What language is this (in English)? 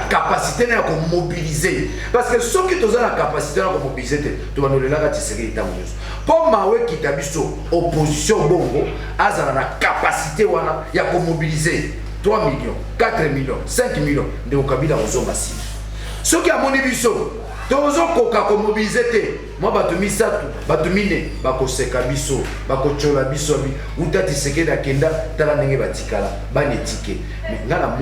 Lingala